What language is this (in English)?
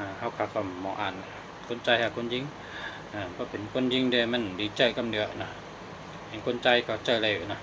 Shan